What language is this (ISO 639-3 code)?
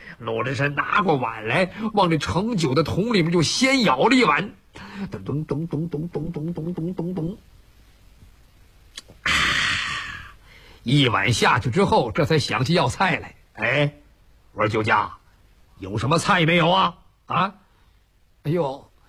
zho